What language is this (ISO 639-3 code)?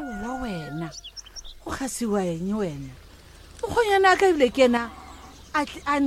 nso